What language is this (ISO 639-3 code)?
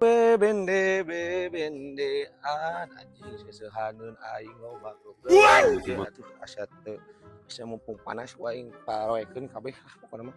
sun